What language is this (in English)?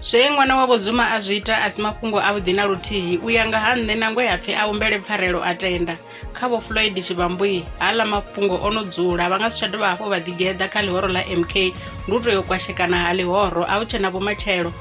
Venda